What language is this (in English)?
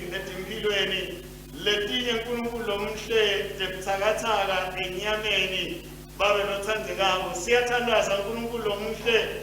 Swati